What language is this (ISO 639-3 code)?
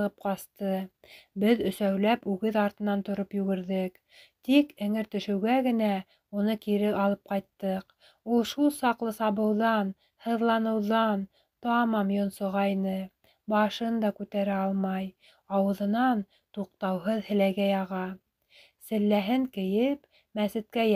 bak